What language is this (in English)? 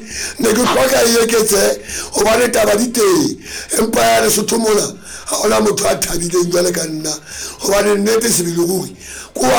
Southern Sotho